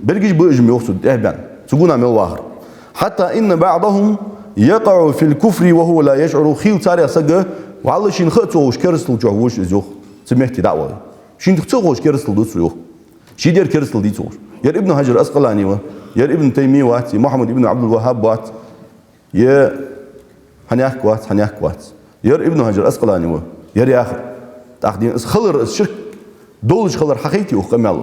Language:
Ingush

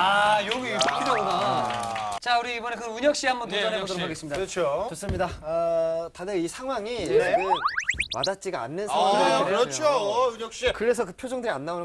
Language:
Korean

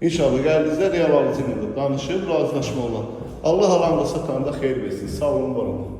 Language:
Azerbaijani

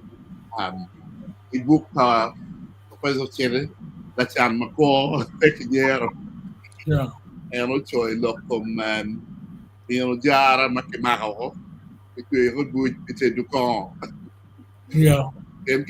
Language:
Acoli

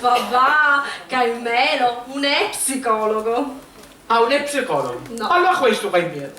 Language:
Sicilian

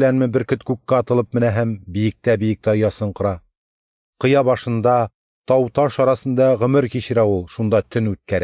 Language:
Tatar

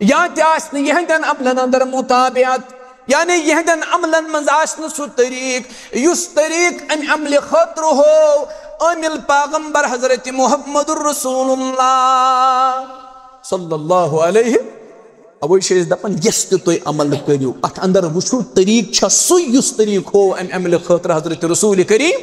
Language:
Kashmiri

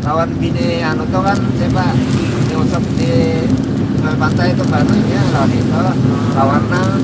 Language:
Banjar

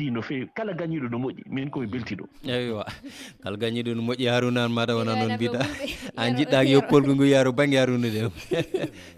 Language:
Fula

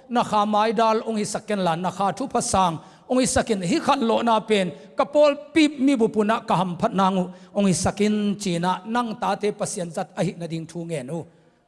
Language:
Tedim Chin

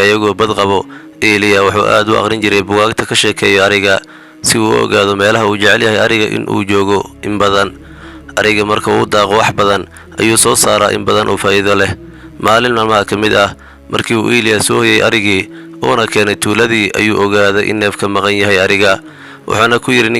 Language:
Somali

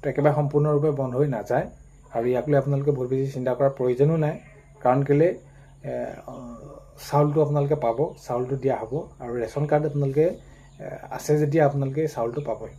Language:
Assamese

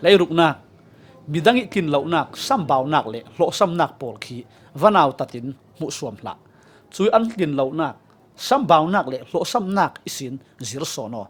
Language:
Falam Chin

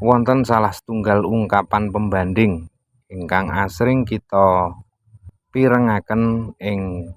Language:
Javanese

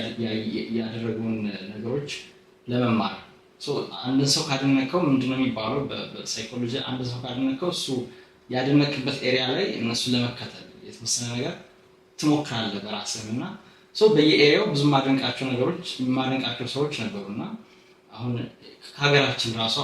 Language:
Amharic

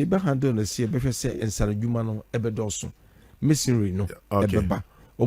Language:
Akan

